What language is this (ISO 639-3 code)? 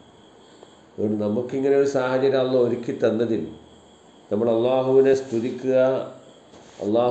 mal